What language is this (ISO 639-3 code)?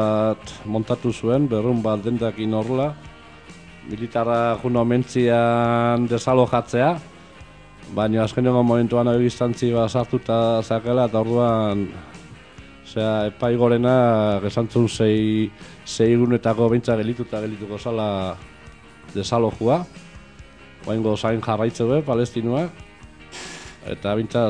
eus